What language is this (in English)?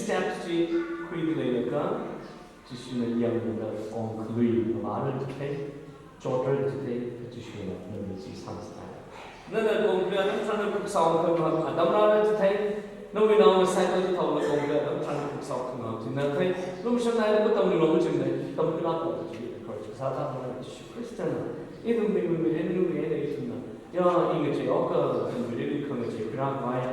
Tangkhul Naga (India)